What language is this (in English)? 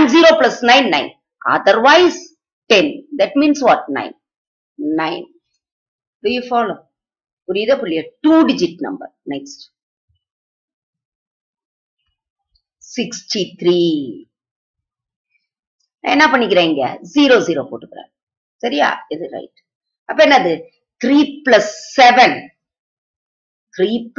Tamil